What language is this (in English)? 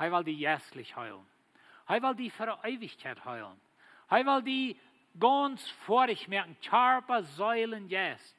Plautdietsch